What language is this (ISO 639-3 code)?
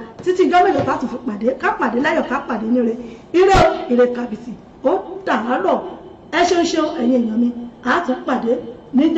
yor